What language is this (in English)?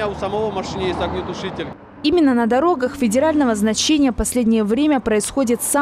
Russian